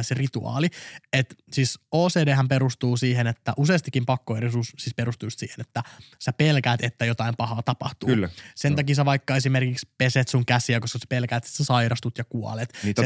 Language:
Finnish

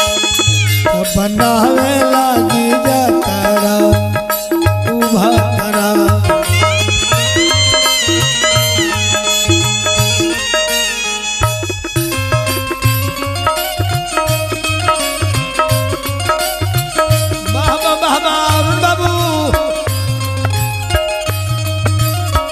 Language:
Bhojpuri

